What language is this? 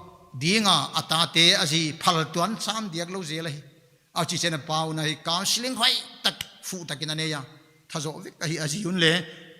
Paite Chin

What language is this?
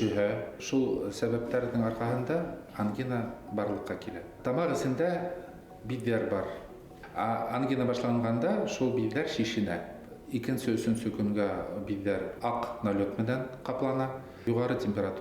Bashkir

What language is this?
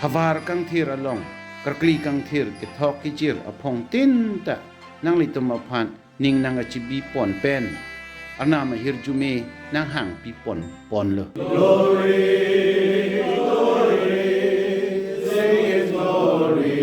Karbi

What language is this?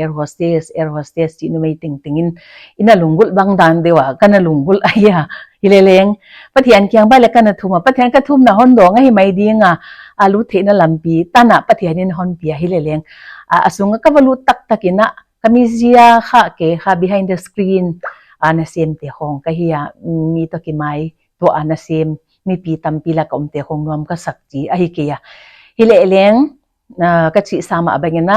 Paite Chin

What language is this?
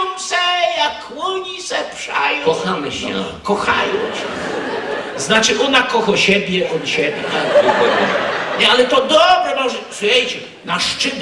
Silesian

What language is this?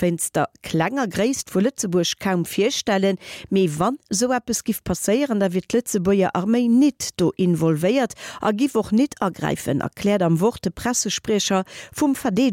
Luxembourgish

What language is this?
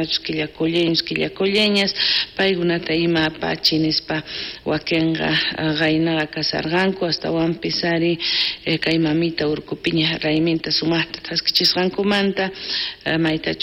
South Bolivian Quechua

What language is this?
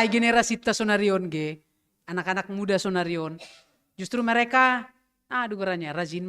Batak Simalungun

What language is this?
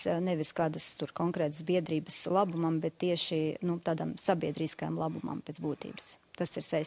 Latvian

